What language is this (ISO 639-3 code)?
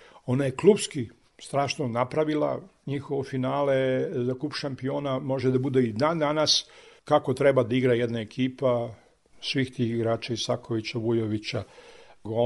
srp